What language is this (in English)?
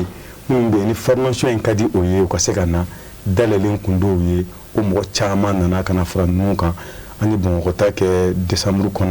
Bambara